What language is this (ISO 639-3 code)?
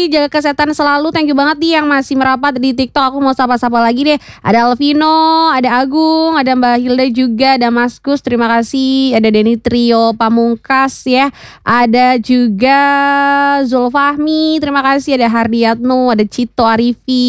ind